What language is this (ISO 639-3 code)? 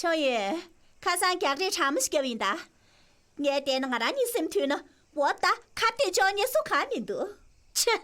bod